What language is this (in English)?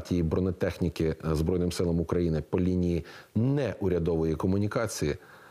Ukrainian